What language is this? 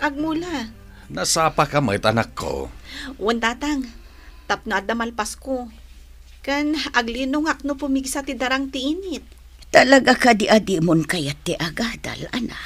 Iloko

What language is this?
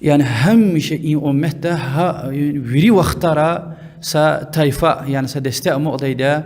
Lezghian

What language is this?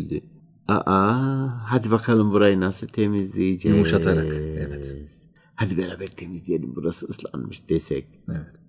Turkish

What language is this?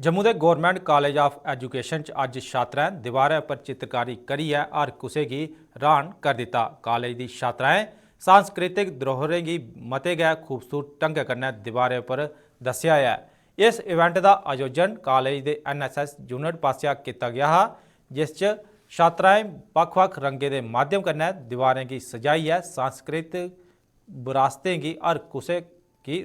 Dogri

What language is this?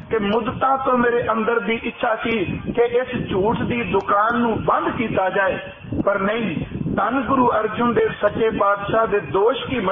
Punjabi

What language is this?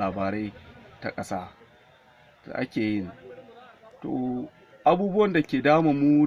Hausa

